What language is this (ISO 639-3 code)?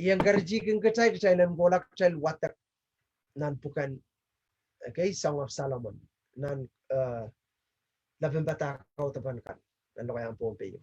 pon